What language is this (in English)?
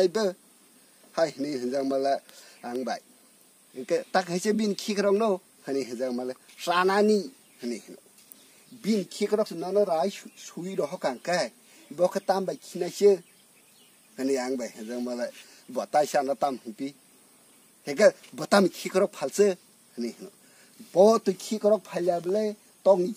Kok Borok